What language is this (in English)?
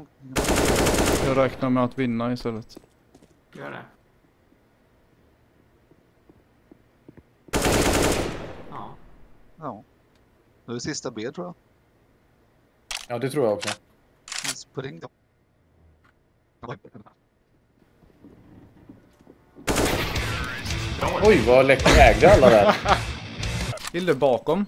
Swedish